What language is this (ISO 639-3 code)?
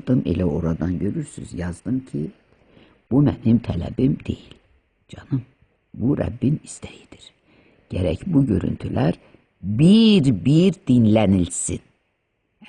aze